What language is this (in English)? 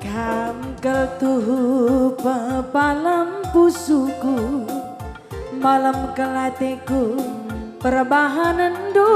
Batak Karo